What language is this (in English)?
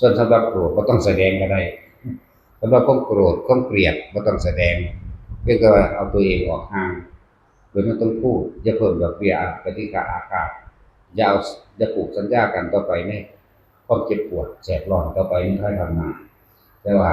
Northeastern Thai